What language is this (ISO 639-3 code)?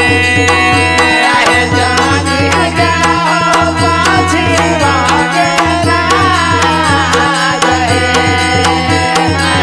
bho